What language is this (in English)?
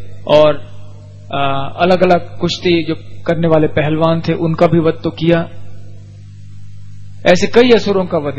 Hindi